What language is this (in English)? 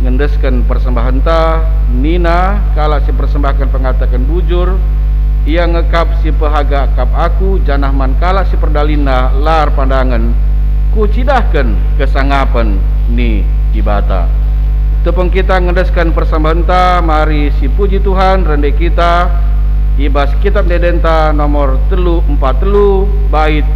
Batak Karo